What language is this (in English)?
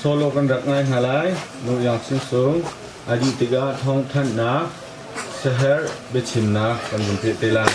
Hakha Chin